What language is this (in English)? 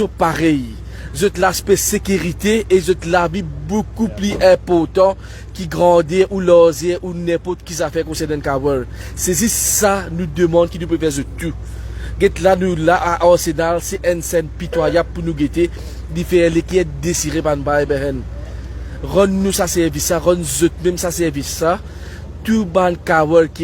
Morisyen